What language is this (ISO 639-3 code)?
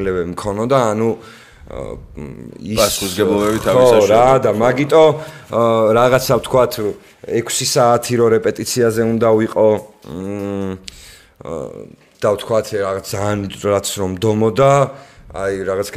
kat